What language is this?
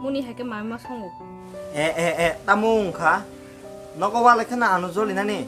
Kok Borok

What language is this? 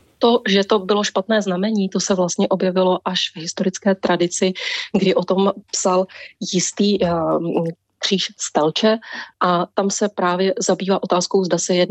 Czech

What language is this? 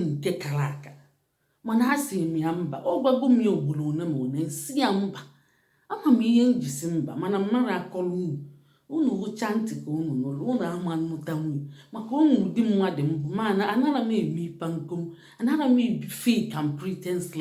Igbo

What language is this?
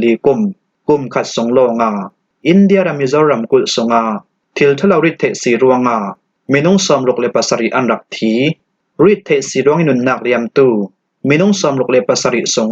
Falam Chin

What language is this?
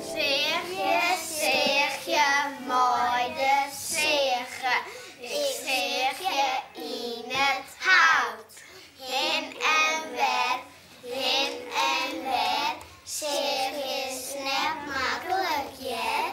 Western Frisian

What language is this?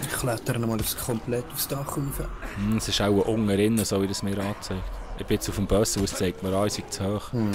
Swiss German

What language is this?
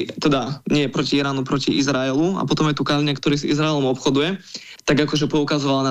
Slovak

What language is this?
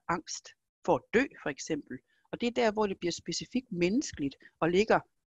Danish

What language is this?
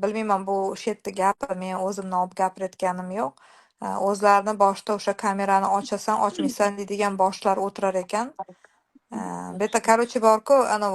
Uzbek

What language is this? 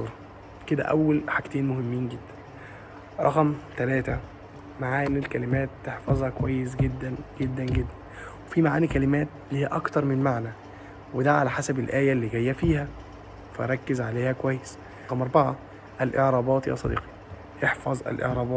Egyptian Arabic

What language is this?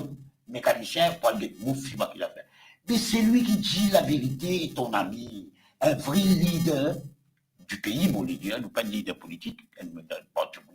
Morisyen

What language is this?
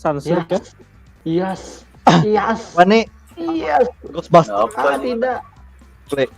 Banjar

